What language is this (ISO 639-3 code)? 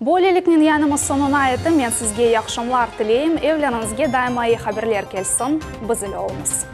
crh